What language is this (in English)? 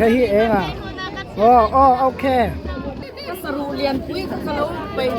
Mizo